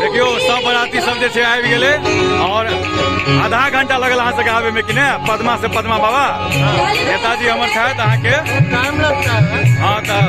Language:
Maithili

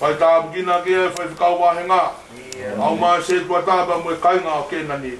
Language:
Tongan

